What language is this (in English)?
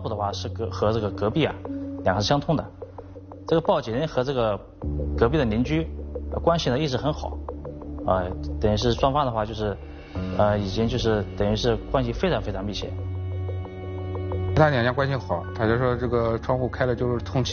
Chinese